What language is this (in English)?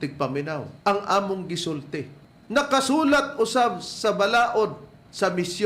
Cebuano